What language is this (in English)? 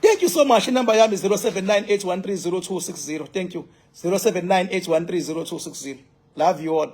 Zulu